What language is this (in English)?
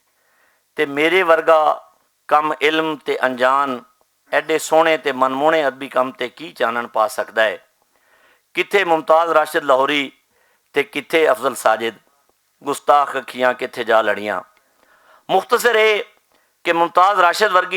Western Panjabi